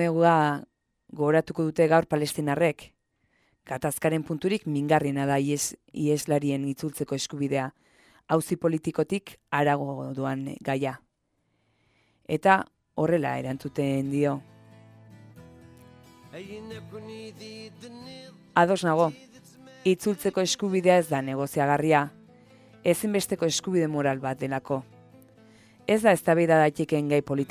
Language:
Basque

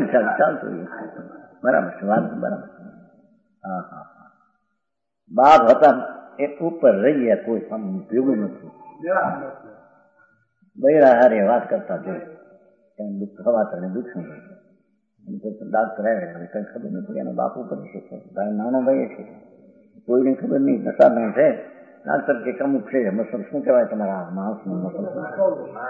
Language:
Gujarati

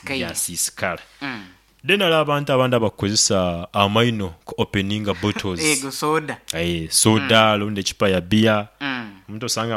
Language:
Nyankole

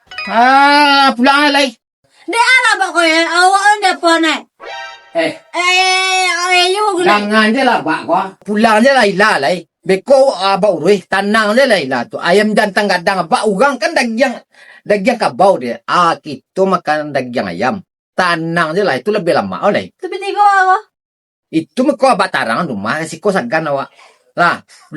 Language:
Minangkabau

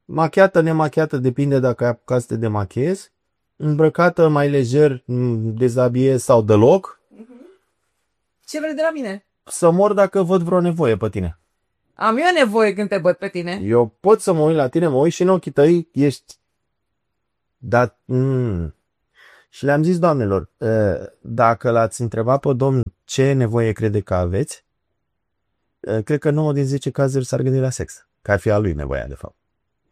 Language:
Romanian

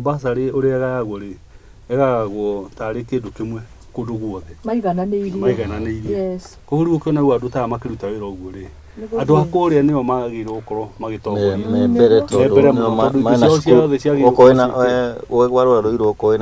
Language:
Kikuyu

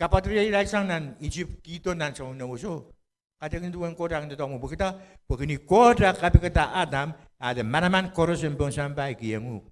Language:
Pohnpeian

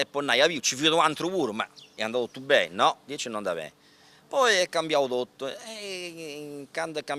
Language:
Sardinian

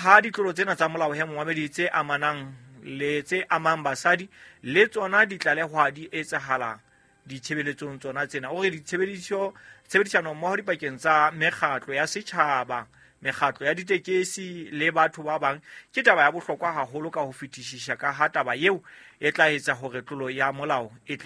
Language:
Southern Sotho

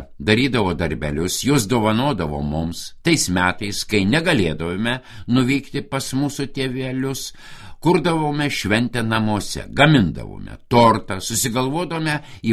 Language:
Lithuanian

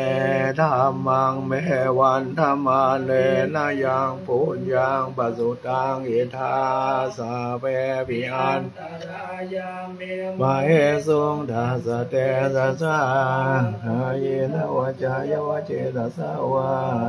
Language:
Pali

